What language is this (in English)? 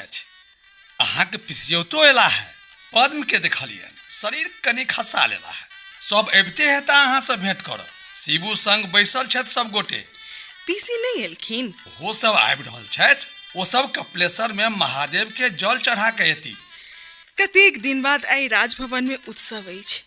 Maithili